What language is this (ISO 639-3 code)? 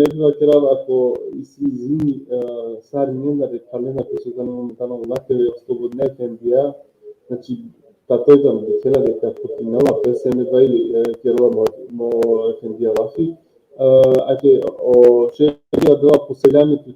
rmn